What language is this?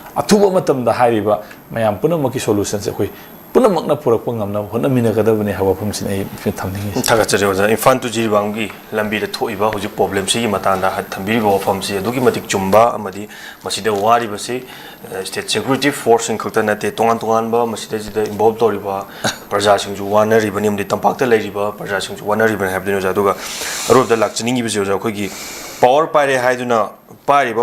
Manipuri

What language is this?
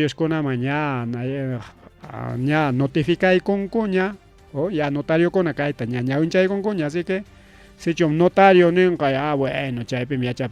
Ayacucho Quechua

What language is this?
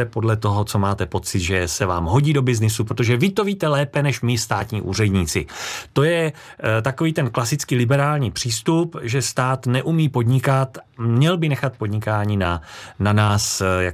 Czech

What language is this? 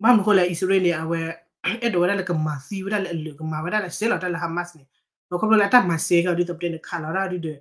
S'gaw Karen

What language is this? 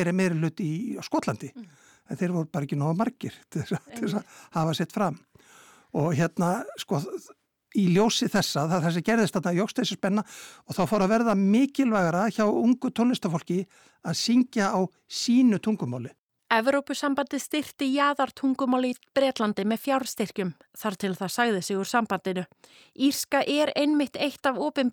Icelandic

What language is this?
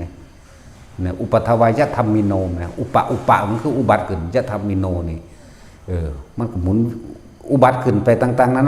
Northeastern Thai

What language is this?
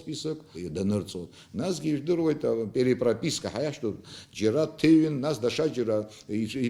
Abkhazian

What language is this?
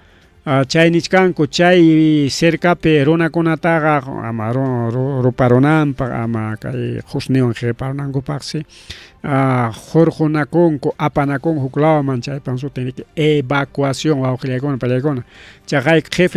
Ayacucho Quechua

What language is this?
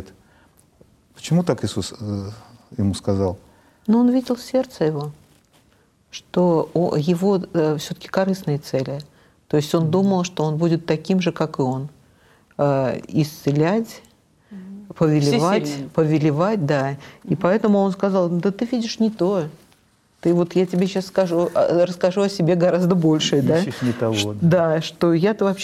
Russian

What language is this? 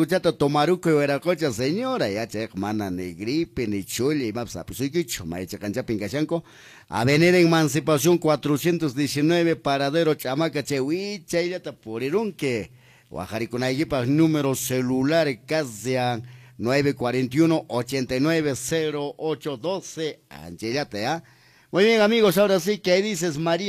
Quechua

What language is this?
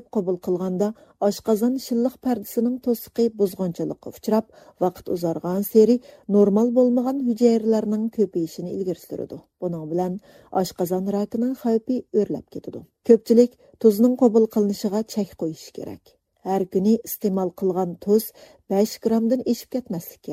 Uyghur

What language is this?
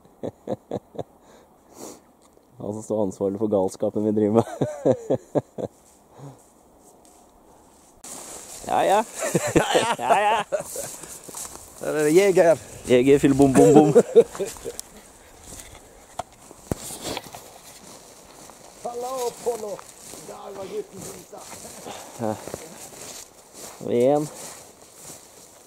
Norwegian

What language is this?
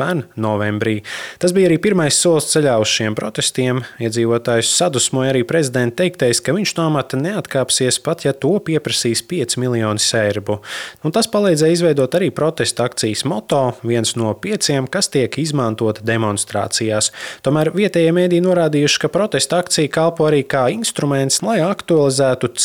Latvian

